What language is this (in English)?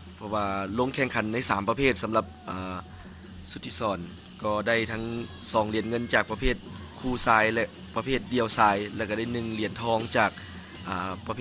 Lao